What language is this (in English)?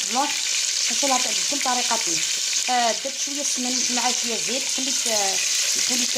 Algerian Arabic